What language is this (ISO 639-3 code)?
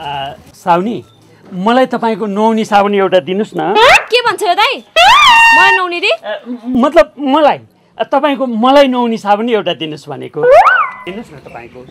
nep